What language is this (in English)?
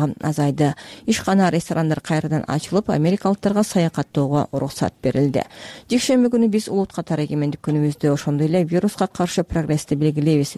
Kyrgyz